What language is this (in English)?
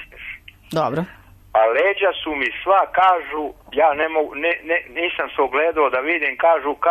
Serbian